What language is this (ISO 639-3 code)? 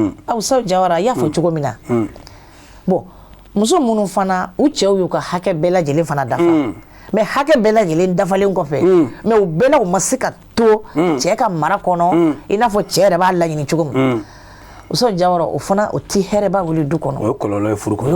bam